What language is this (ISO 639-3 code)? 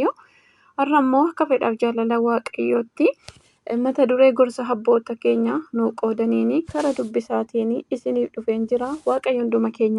orm